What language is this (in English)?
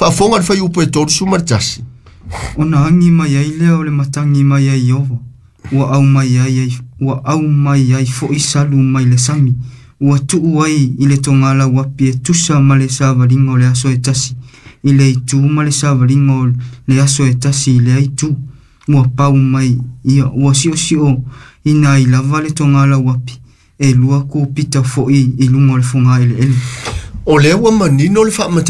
Samoan